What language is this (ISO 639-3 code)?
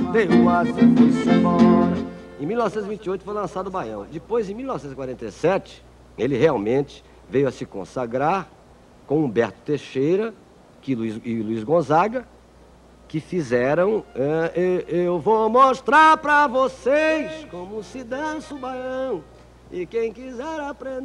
por